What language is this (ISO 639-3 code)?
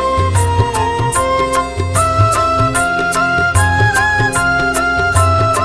kan